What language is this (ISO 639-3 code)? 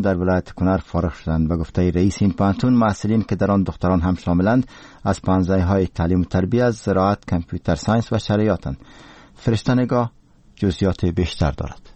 fas